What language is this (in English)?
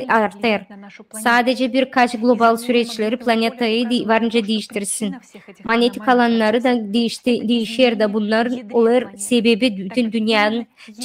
Gagauz